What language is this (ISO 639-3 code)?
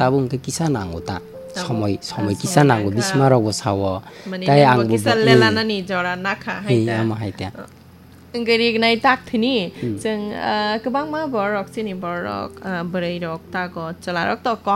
trp